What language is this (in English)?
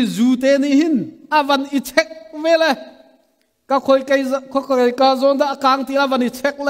Hakha Chin